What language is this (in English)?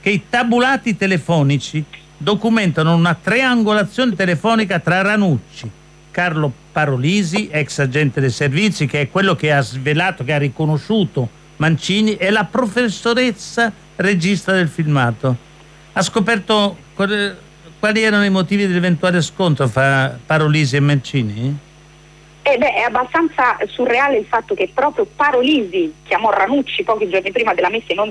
Italian